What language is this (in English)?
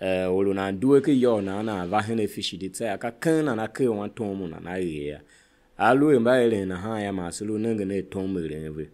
Tiv